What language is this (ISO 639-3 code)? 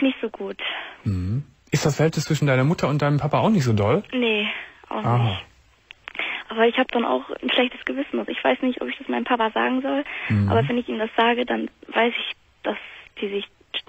deu